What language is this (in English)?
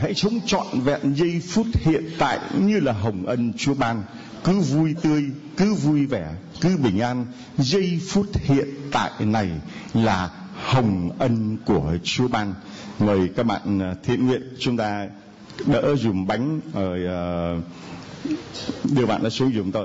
Vietnamese